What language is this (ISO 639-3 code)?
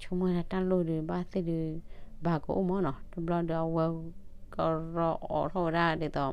ksw